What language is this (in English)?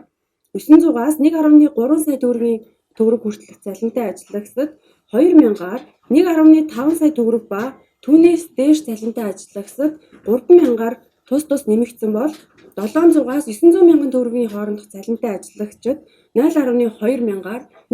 Mongolian